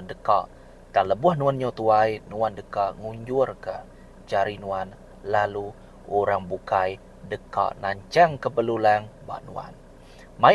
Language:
Iban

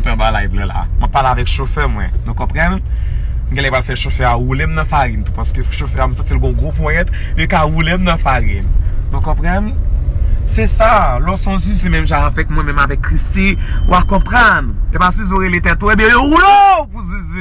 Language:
Haitian Creole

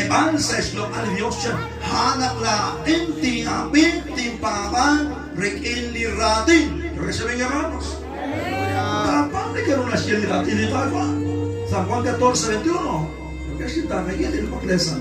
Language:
Kekchí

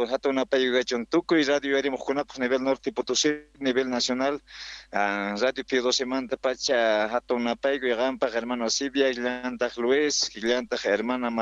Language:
South Bolivian Quechua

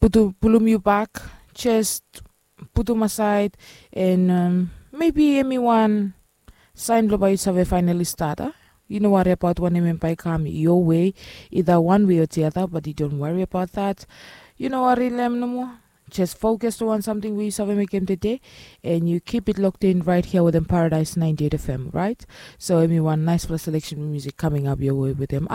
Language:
Bislama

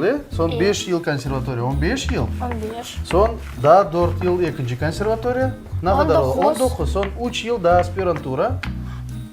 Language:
Crimean Tatar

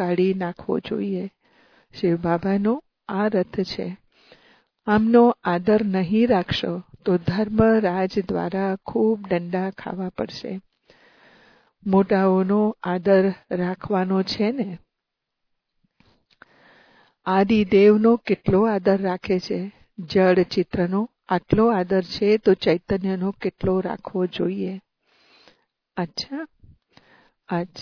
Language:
Gujarati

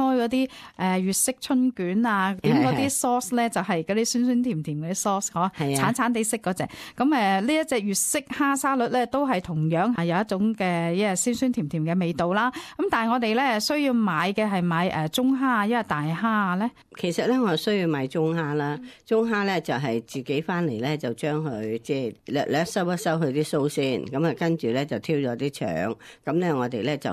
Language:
Cantonese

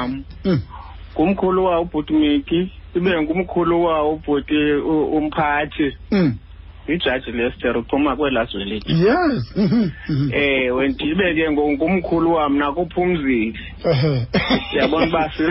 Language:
Xhosa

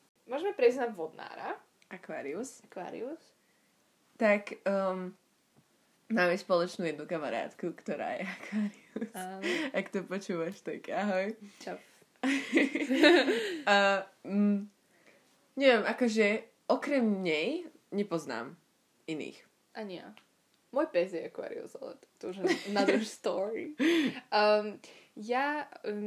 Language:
Slovak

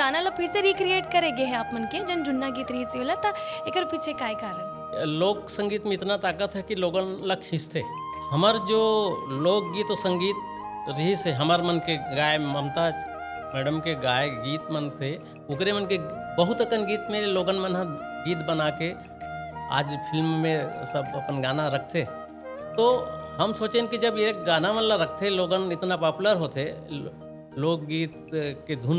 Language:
Chhattisgarhi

